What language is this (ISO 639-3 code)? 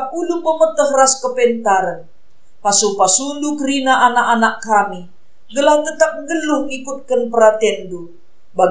btx